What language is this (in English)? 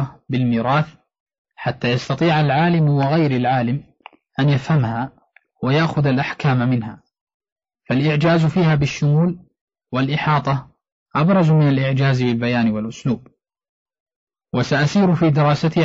Arabic